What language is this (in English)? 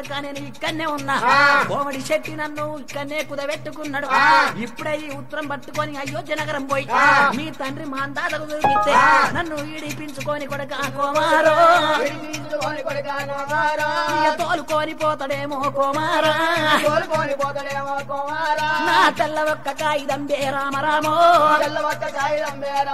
Telugu